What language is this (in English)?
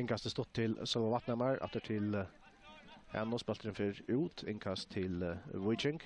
Faroese